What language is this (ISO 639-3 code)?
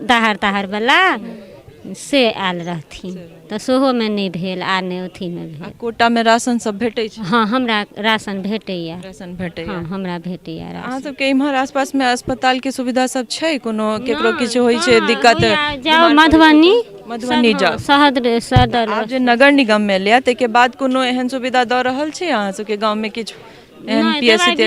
mai